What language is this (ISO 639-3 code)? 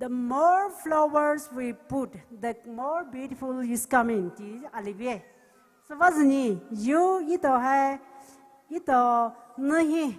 pmx